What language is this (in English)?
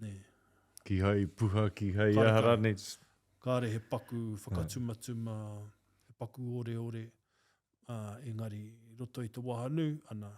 Māori